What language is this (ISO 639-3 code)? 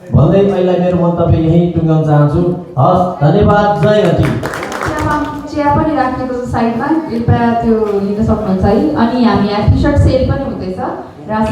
nep